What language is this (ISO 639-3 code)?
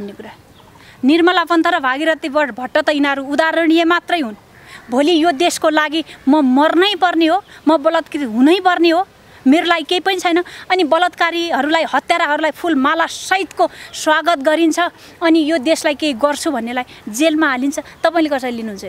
nep